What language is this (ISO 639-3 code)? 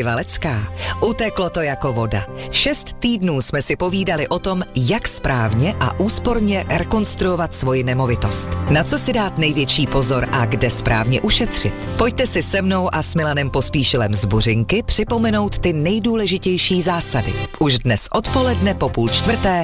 ces